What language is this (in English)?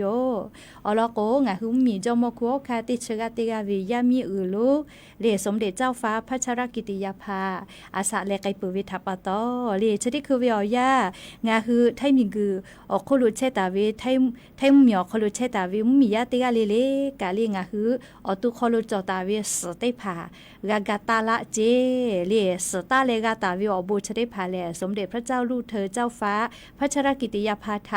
Lahu